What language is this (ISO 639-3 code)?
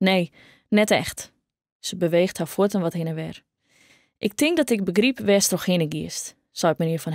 fry